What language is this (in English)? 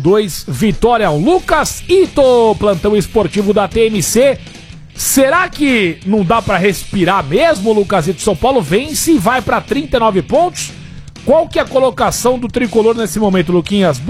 Portuguese